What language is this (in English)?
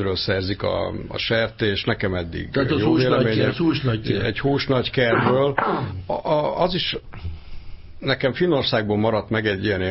Hungarian